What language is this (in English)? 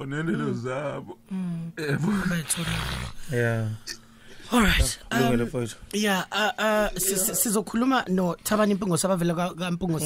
Zulu